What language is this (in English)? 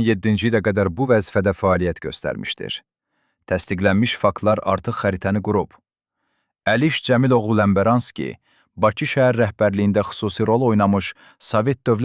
Azerbaijani